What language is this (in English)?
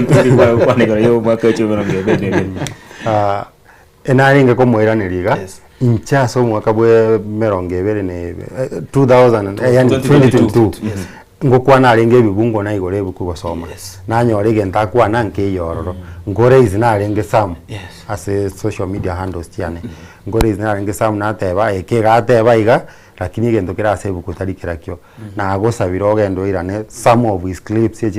Gusii